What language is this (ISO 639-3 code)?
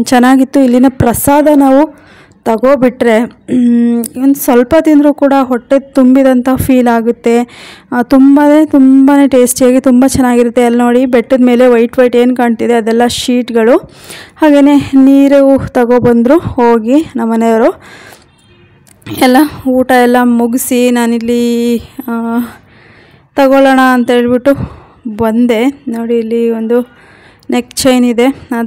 kan